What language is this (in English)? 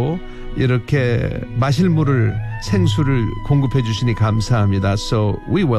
Korean